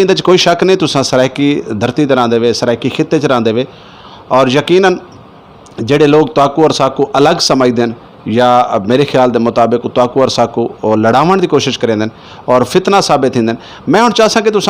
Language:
Saraiki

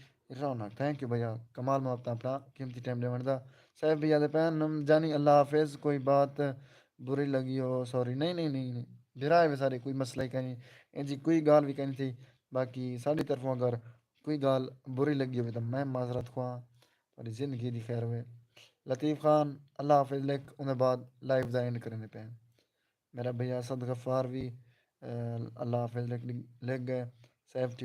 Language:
Saraiki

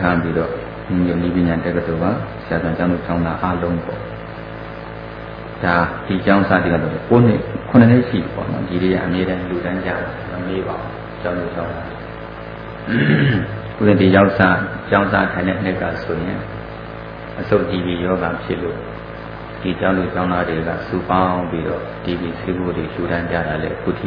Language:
Burmese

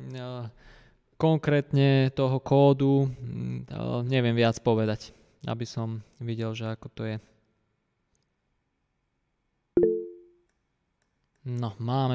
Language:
Slovak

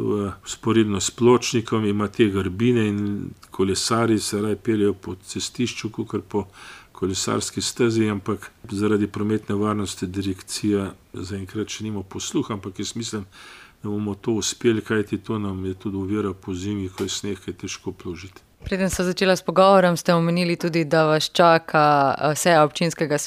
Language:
Slovenian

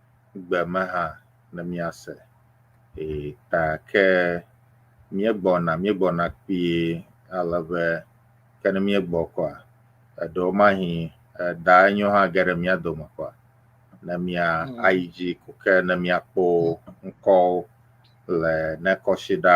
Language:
Ewe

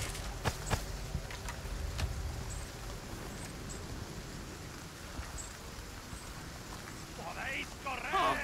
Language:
Japanese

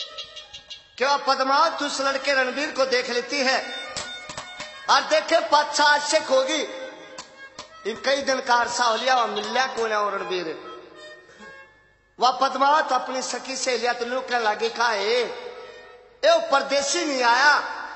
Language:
Haryanvi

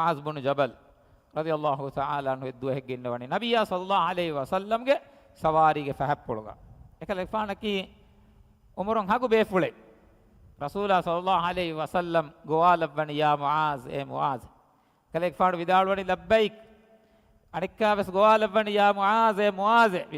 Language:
Divehi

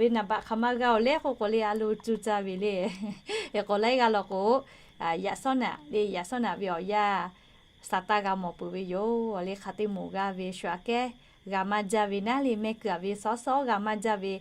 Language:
Lahu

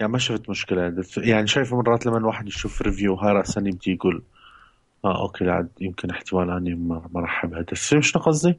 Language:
Mesopotamian Arabic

